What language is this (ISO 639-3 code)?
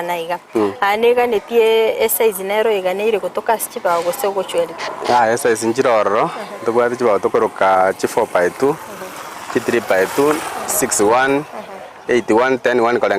guz